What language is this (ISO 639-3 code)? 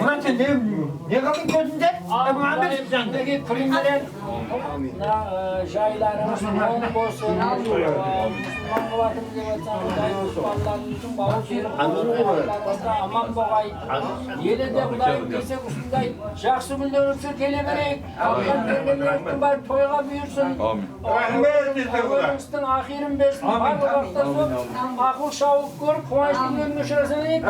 kaa